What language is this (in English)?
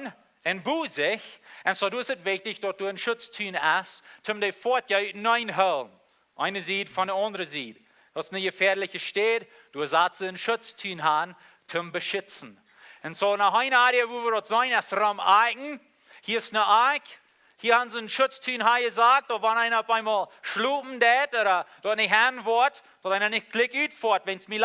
Plautdietsch